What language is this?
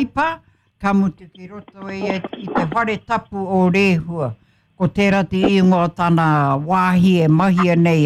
Māori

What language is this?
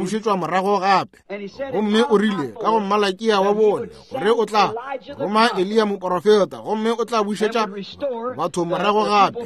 Northern Sotho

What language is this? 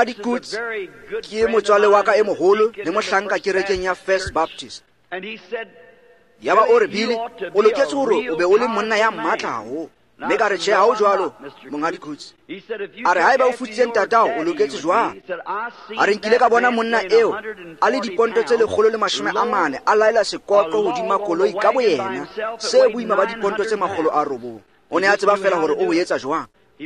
Tswana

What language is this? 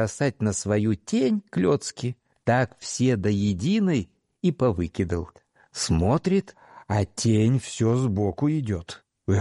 Russian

